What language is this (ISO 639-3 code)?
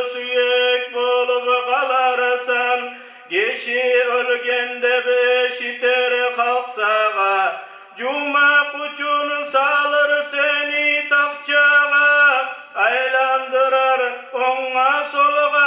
kum